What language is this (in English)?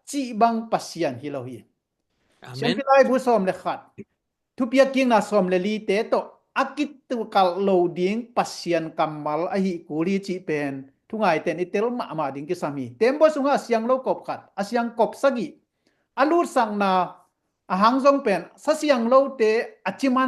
Tedim Chin